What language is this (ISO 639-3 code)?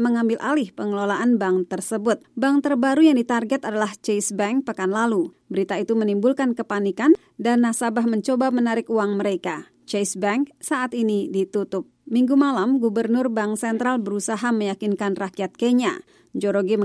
ind